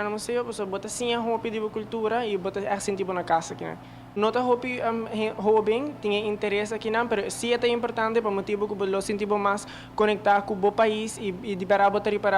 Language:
Papiamento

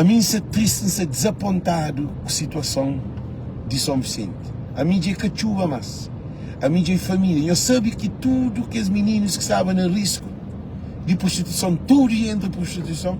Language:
Kabuverdianu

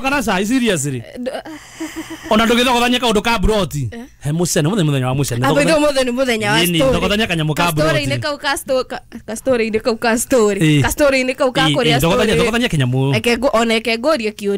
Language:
Kikuyu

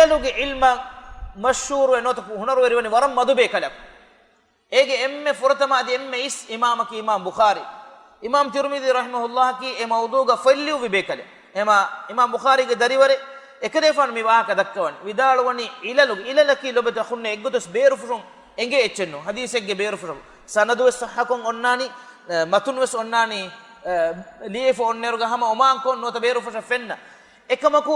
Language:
Divehi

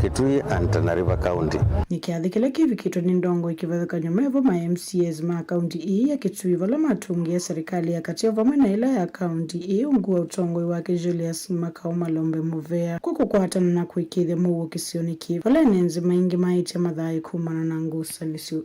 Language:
Kamba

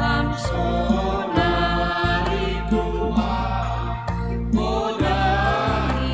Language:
Batak Simalungun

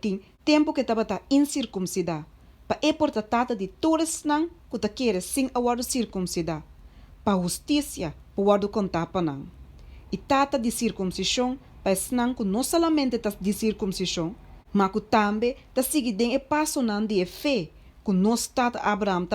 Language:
Papiamento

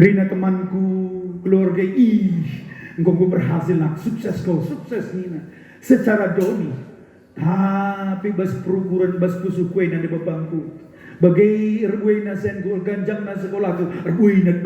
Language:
Batak Karo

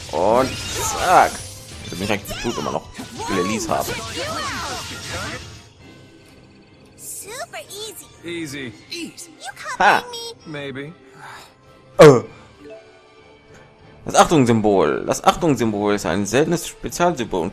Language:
German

